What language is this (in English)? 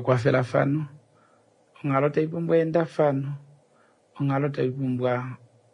Kuanyama